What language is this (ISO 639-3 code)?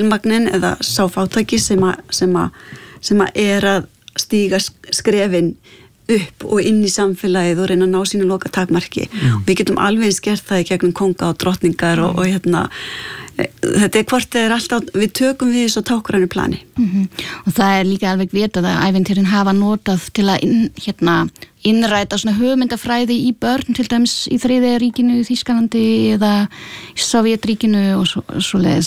isl